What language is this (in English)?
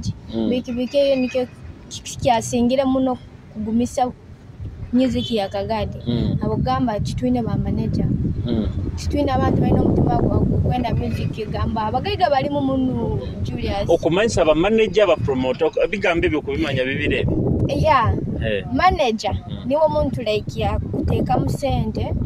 Nyoro